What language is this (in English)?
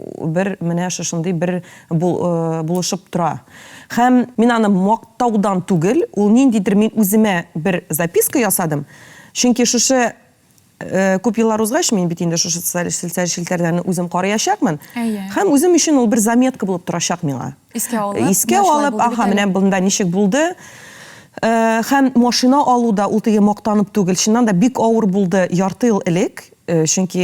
Tatar